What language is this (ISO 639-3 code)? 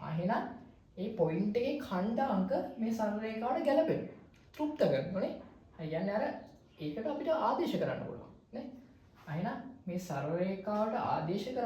sin